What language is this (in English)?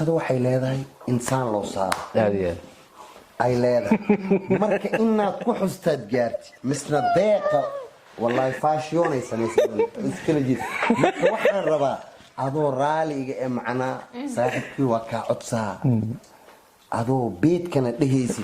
Somali